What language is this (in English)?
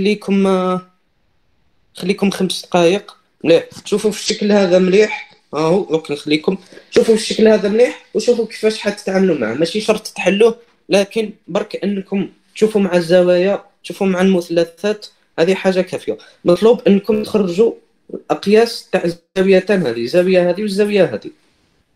Algerian Arabic